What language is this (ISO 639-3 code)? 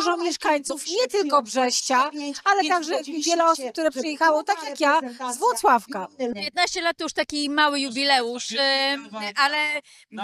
pol